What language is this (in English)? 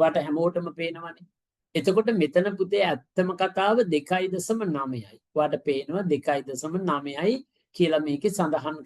Sinhala